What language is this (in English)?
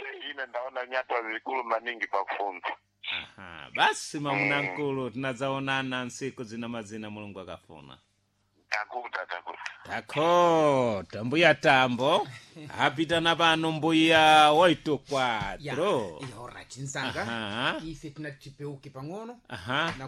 Sena